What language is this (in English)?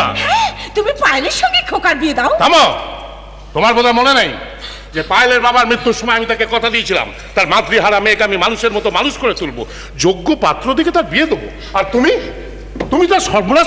Bangla